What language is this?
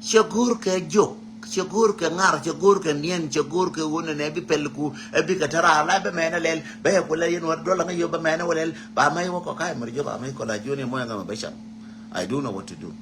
Nuer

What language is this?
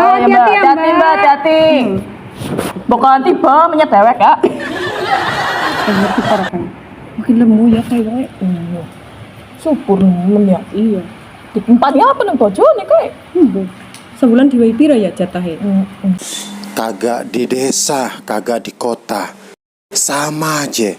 Betawi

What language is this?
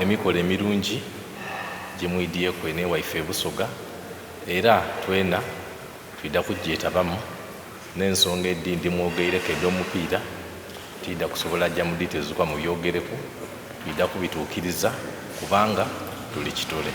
Soga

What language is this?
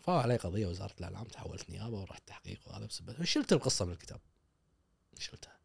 Gulf Arabic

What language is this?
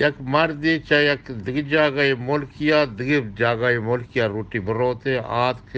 Eastern Balochi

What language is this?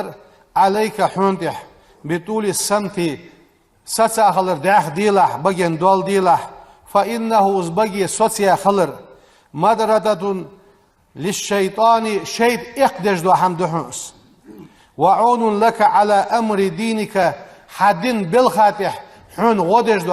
Ingush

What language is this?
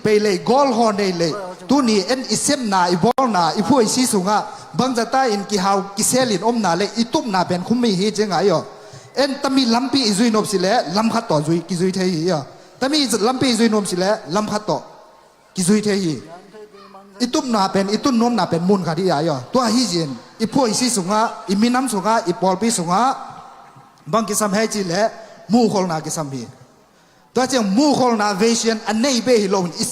Tedim Chin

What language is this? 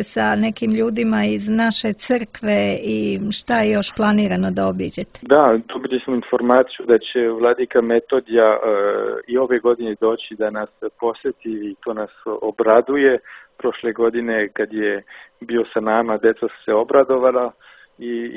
Serbian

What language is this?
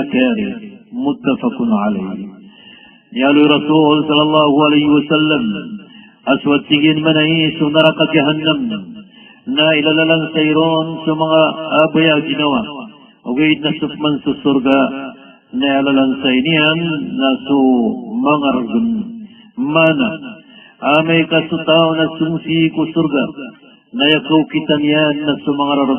Maranao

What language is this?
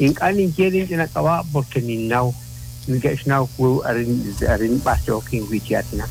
Kekchí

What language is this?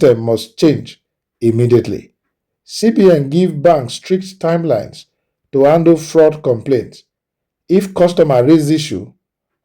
Nigerian Pidgin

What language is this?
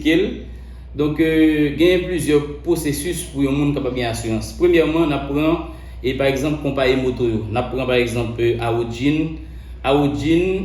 Haitian Creole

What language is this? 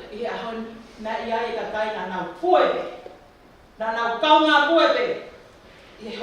Tongan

